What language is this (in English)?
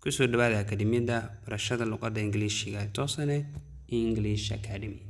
Somali